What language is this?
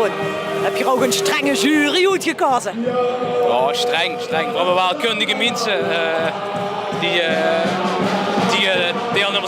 Limburgish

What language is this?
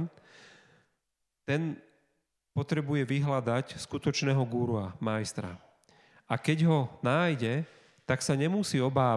Slovak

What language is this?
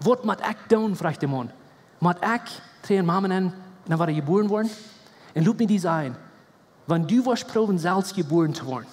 Plautdietsch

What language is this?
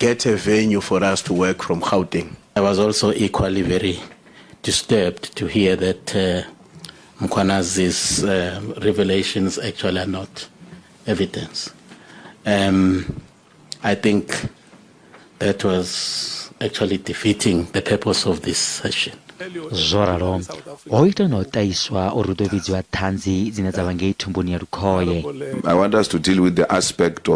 Venda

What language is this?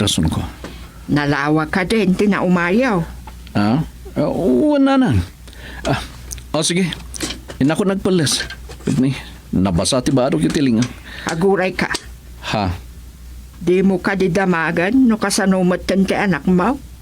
Iloko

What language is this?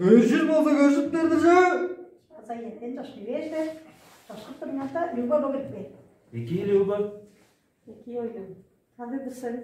Tuvinian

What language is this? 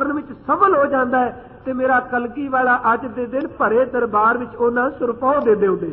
Punjabi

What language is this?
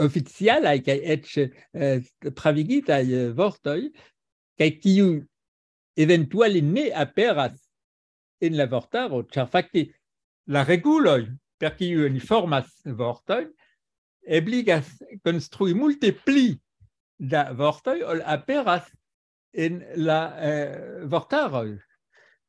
Esperanto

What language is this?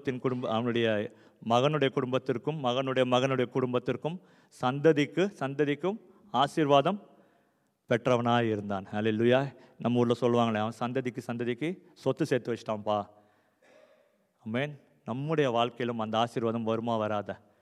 Tamil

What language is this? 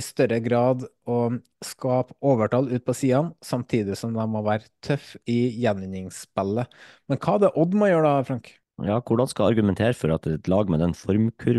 Norwegian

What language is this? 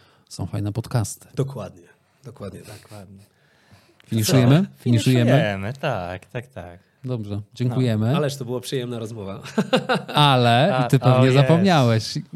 Polish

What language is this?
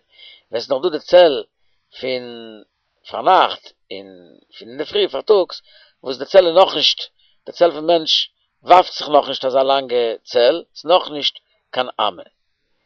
Yiddish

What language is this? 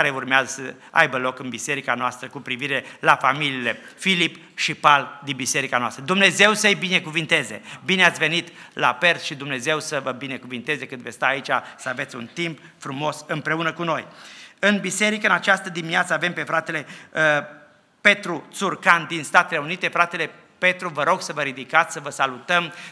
Romanian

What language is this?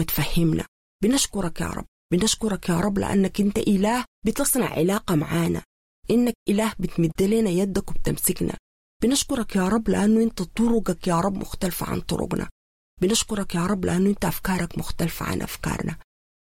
Sudanese Arabic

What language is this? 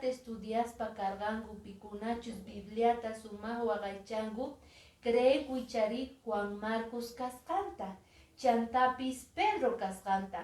Quechua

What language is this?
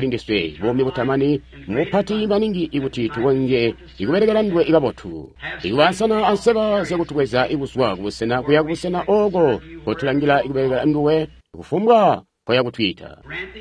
Tonga (Zambia)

